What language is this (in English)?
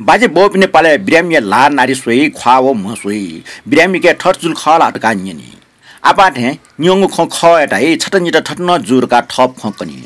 Newari